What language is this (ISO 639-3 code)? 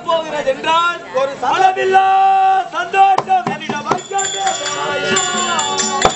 tam